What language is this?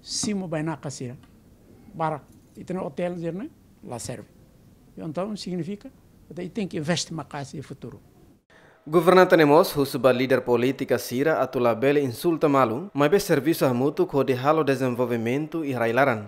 Tetum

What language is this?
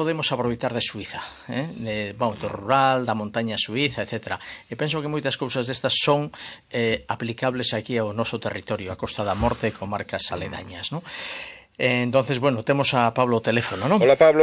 Galician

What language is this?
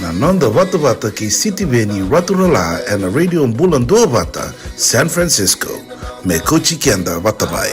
Fijian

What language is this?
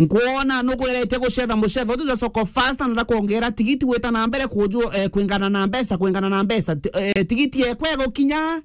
Meru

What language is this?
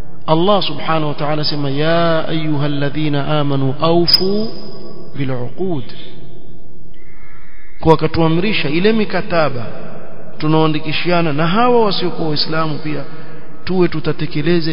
Swahili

